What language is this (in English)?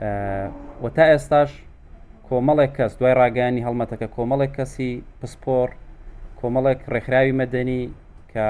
Central Kurdish